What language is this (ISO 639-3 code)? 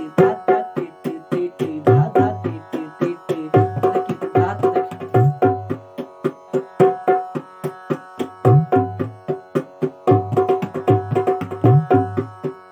hin